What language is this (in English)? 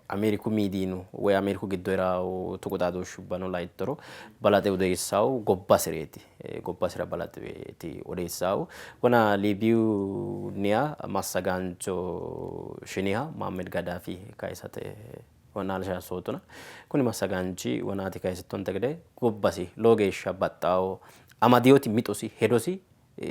Sidamo